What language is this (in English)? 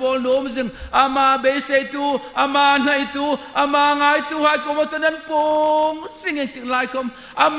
Hmar